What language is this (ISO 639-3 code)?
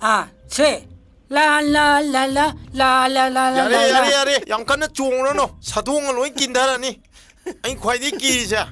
mni